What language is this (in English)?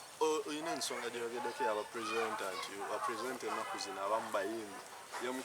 Ganda